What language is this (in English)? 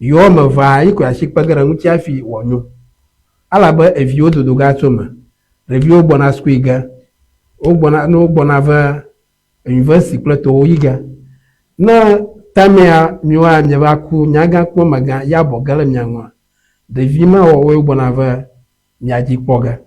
Ewe